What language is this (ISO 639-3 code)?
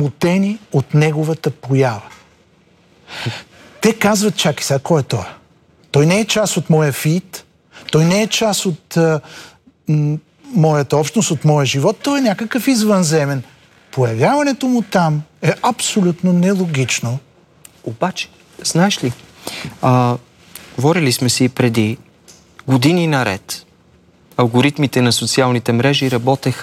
bul